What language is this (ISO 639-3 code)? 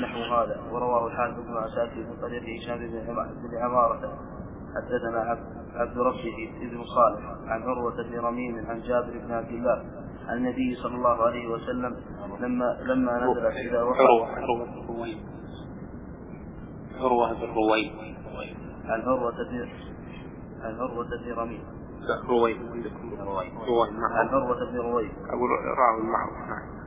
ara